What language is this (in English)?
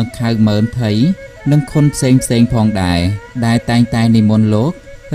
Khmer